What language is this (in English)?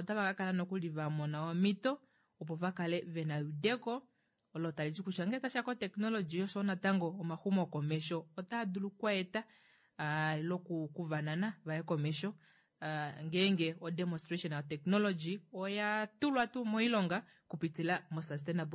Kuanyama